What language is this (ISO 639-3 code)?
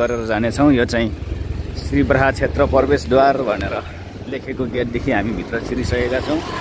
nep